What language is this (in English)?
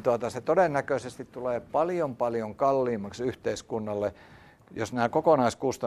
Finnish